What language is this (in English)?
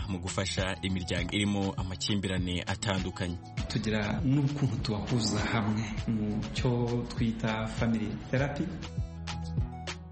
Kinyarwanda